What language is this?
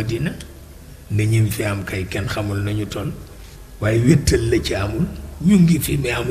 Wolof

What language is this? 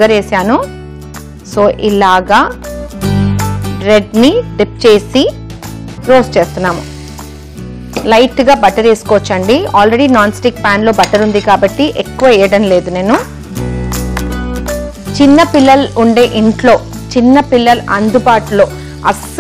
Telugu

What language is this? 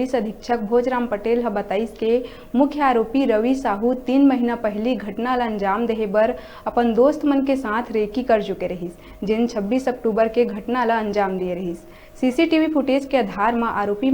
Chhattisgarhi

